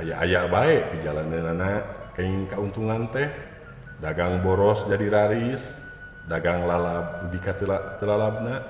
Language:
Sundanese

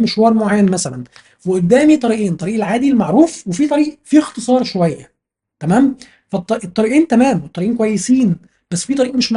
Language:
Egyptian Arabic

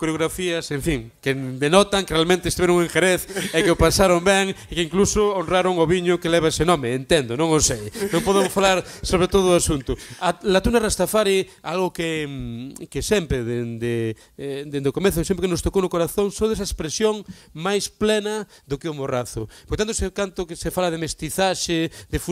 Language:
Galician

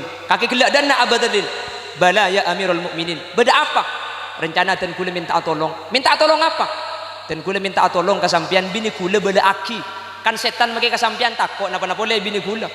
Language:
Madurese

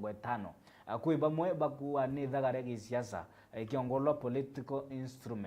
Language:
Meru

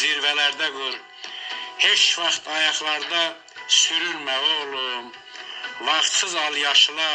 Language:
Azerbaijani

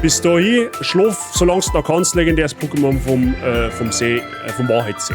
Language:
Bavarian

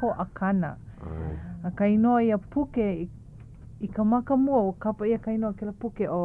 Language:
Hawaiian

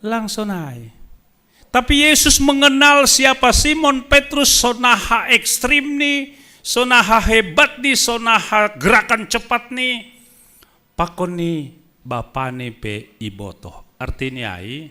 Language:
Batak Simalungun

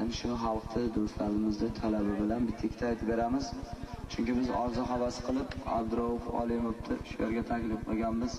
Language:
Uzbek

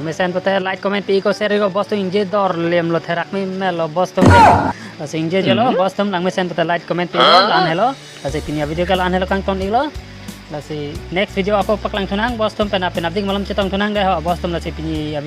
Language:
Karbi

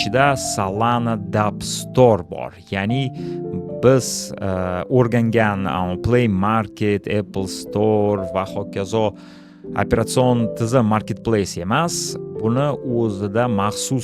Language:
Uzbek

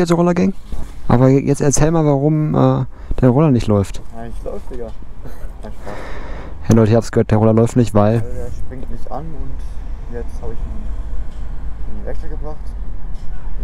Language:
German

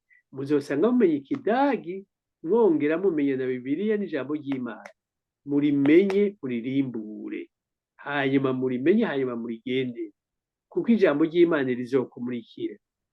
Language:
Rundi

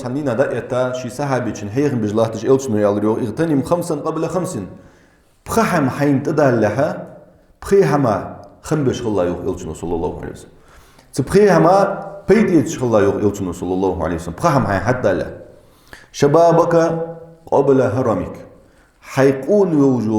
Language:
Ingush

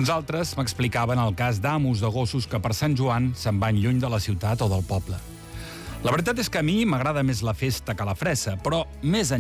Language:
Catalan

